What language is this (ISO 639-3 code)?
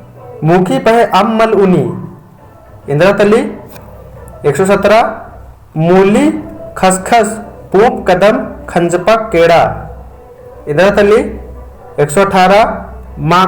kru